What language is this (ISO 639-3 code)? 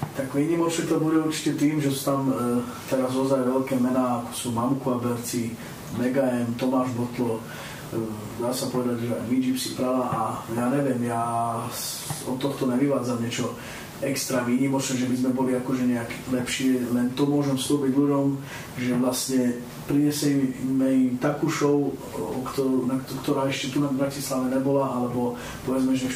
slk